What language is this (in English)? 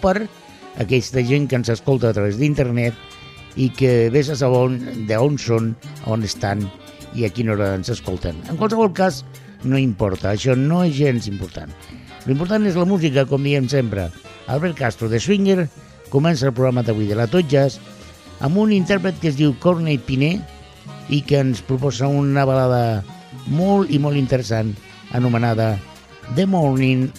Catalan